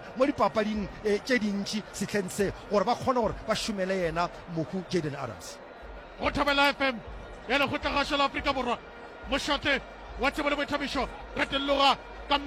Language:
Northern Sotho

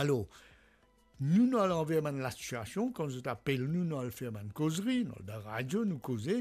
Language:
Morisyen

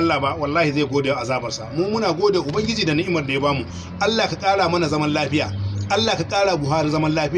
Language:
Hausa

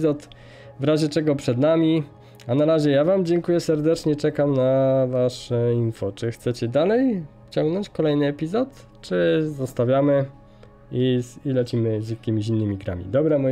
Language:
Polish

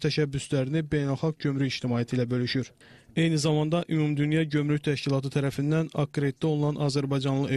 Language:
Azerbaijani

